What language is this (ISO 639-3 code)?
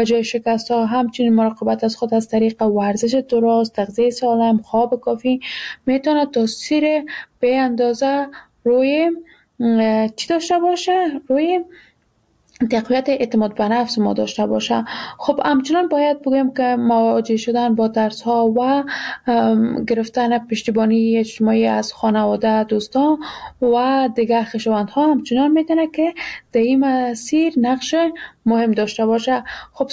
fas